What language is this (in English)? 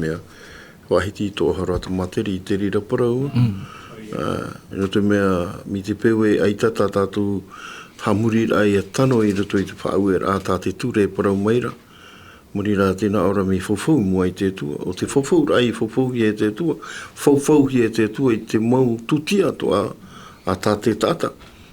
Tahitian